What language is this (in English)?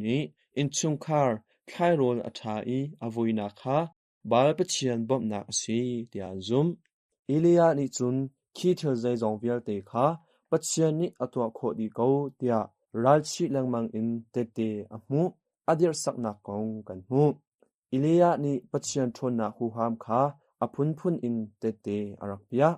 Hakha Chin